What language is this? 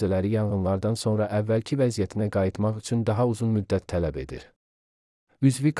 Azerbaijani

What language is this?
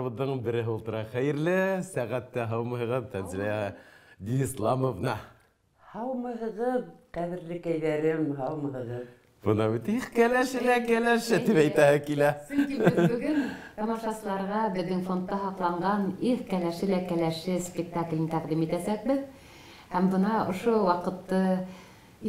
Bashkir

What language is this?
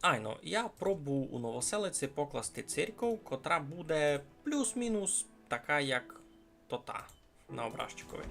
Rusyn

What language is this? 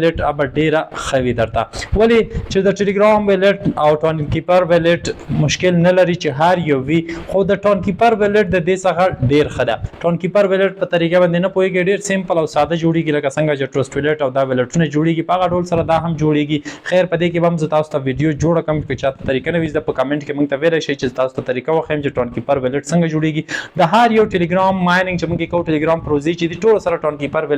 Pashto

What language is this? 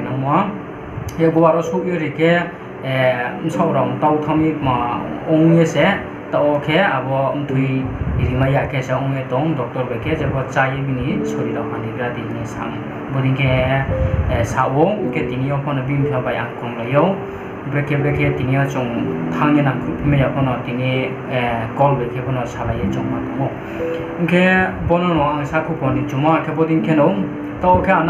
Riang (India)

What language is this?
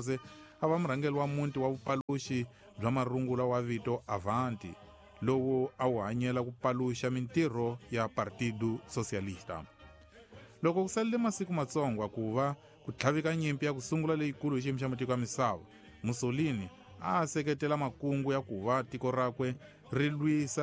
Tsonga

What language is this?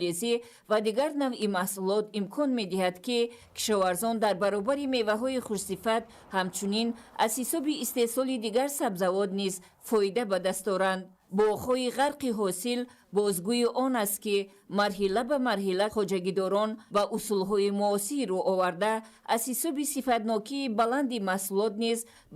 Tajik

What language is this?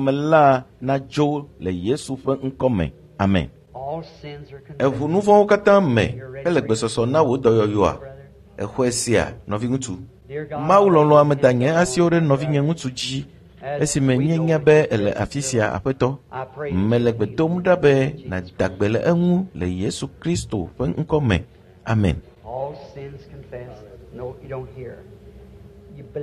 Ewe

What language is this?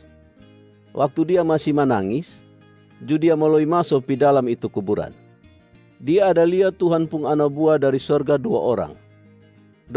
Kupang Malay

